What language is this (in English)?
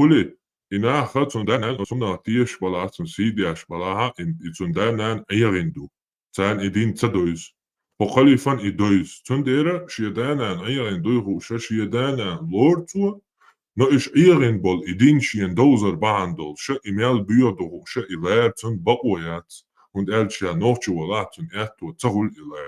Chechen